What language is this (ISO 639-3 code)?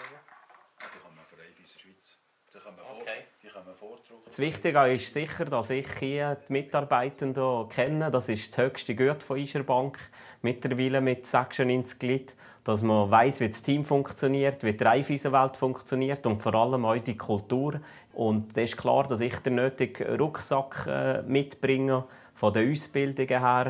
gsw